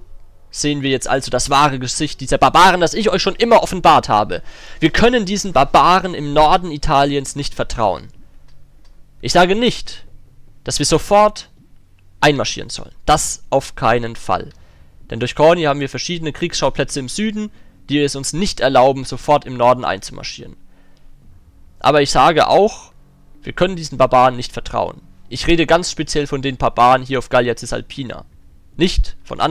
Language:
German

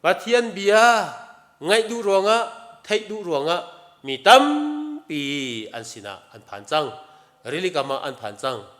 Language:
Hakha Chin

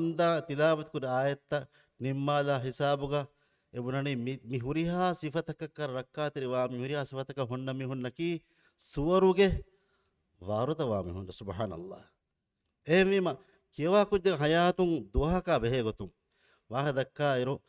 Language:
Divehi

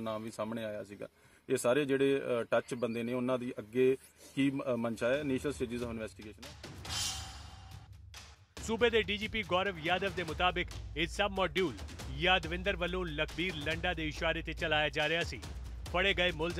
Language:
Punjabi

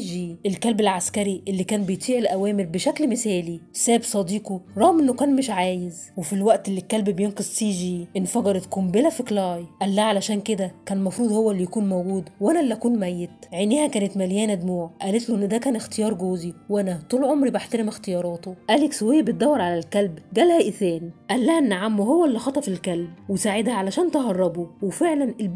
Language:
Egyptian Arabic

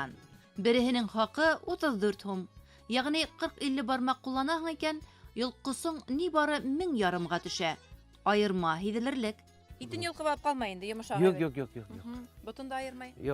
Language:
Bashkir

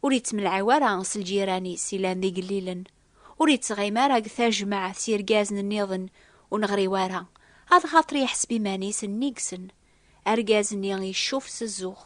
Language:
Kabyle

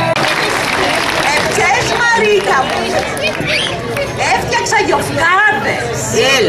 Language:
Greek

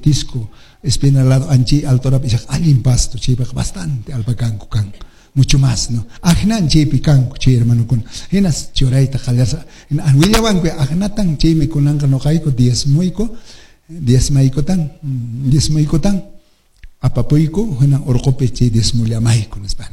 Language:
Quechua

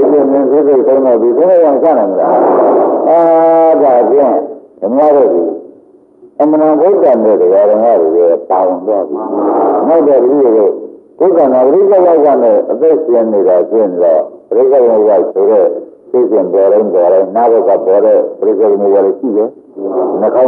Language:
Burmese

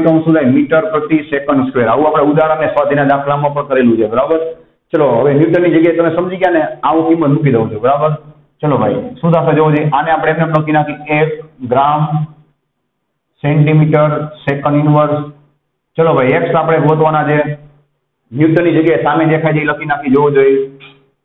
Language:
Gujarati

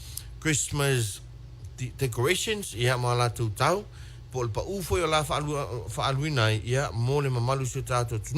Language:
Samoan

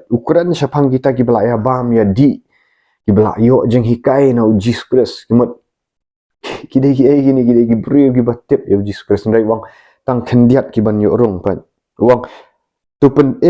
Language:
Khasi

